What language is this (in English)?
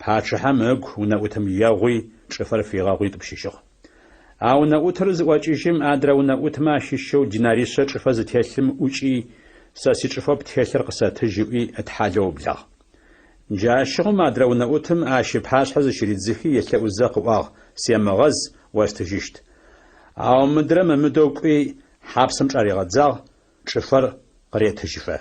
Adyghe